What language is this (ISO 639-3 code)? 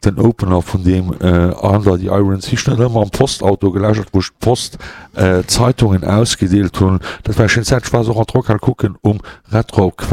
ltz